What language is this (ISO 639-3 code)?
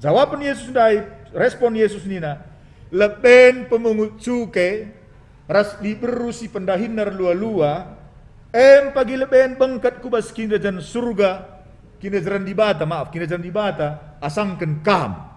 btx